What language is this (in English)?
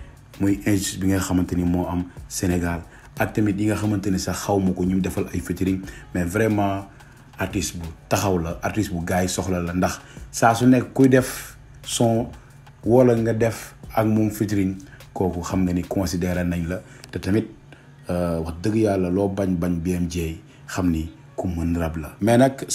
Wolof